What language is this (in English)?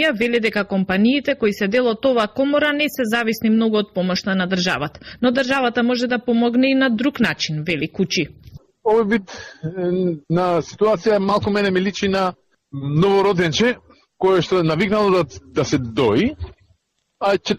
Macedonian